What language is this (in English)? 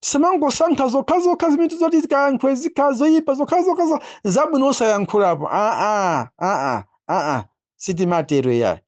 Nyanja